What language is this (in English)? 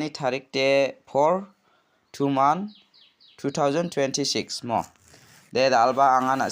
Garo